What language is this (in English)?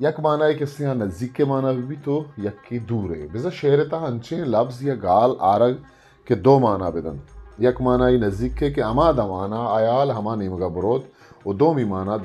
Eastern Balochi